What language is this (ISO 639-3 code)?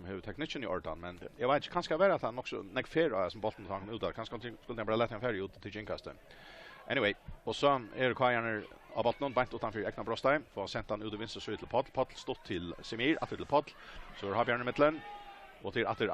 fao